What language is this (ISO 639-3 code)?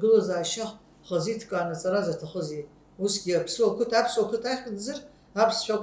abk